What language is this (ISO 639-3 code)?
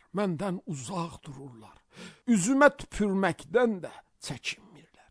aze